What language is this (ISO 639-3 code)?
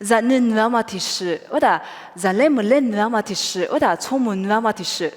lis